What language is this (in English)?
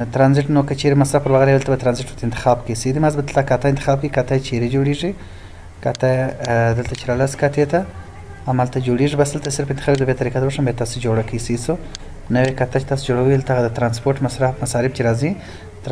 Pashto